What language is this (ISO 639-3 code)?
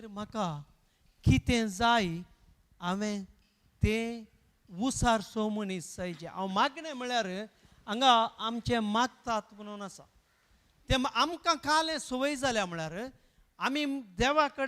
kok